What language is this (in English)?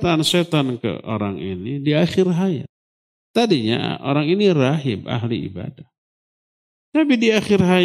Indonesian